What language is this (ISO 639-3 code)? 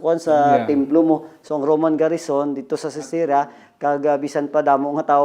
hil